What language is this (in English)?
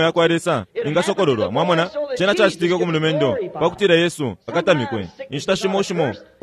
Bemba